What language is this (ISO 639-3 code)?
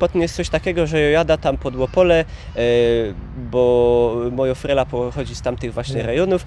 pol